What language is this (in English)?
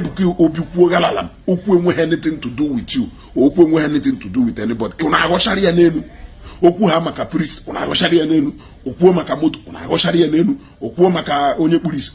Igbo